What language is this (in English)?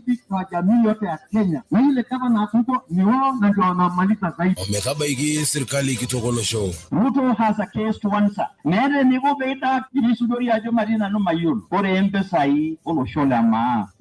Masai